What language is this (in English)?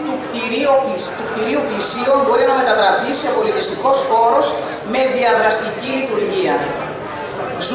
Greek